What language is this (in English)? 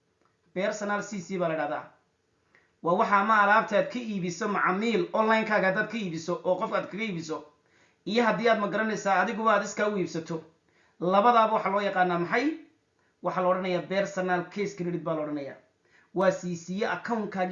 Somali